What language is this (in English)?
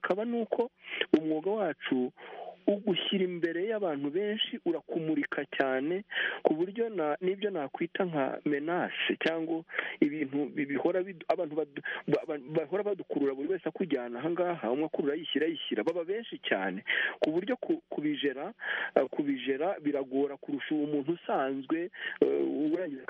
Kinyarwanda